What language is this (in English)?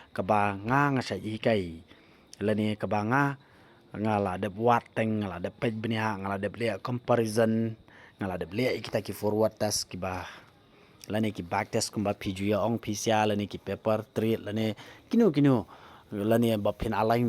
Khasi